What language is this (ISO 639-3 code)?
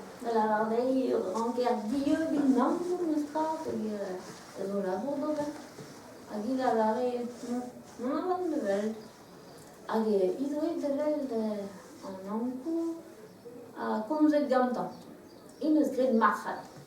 bre